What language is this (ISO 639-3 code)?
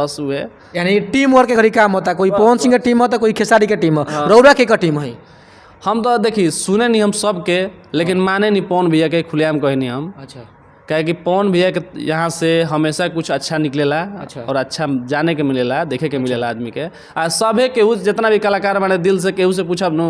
bho